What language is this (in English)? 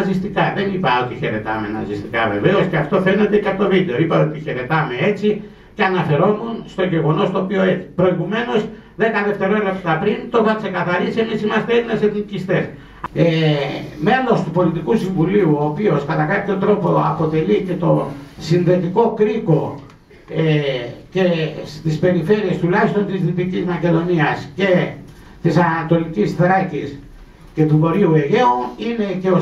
Greek